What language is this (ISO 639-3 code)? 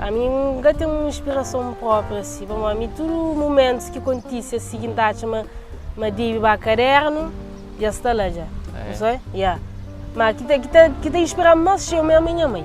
kea